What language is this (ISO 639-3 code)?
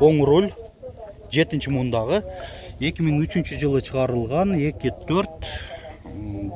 kir